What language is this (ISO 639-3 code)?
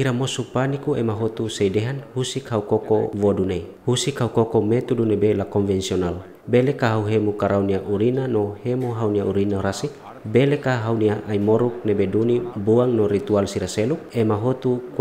tet